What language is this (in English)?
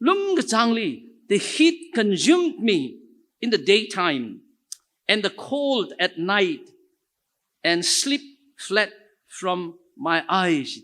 Tangkhul Naga (India)